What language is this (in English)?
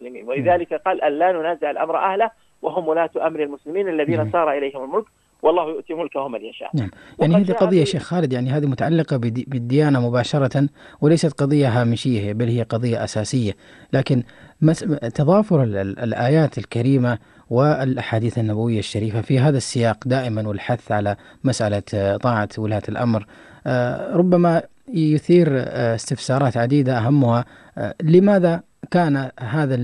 Arabic